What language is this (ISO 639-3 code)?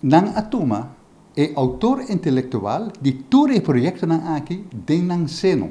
pap